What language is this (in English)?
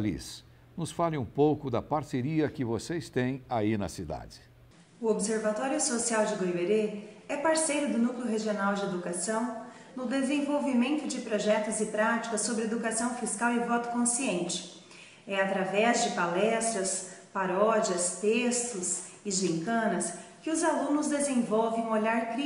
Portuguese